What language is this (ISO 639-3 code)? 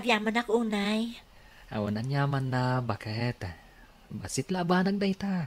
ilo